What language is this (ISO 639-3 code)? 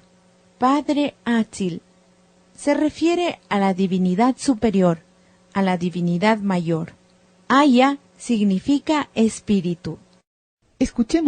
qvi